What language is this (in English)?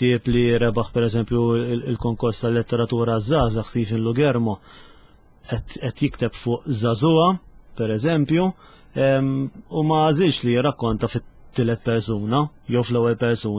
Maltese